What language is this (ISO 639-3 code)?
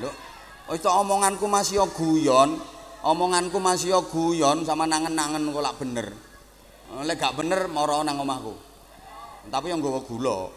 jav